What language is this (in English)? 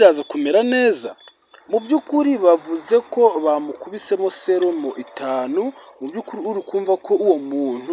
Kinyarwanda